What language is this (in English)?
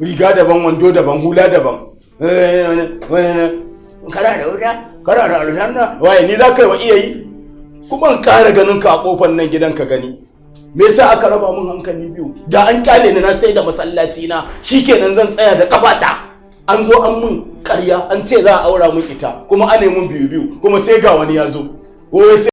Hausa